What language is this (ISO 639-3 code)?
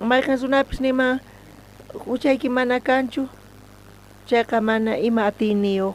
quh